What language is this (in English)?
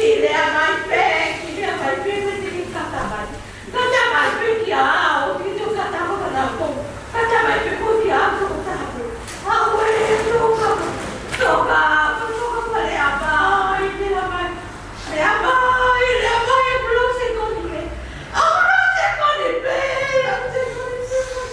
Tongan